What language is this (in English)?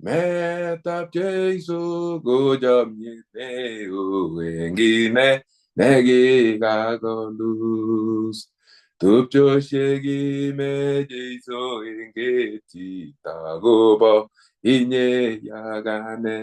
Kalenjin